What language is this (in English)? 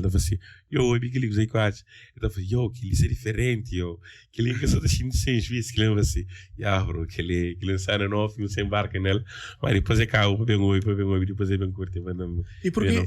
Kabuverdianu